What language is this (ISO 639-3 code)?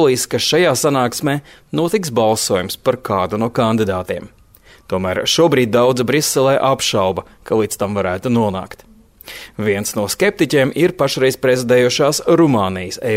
lav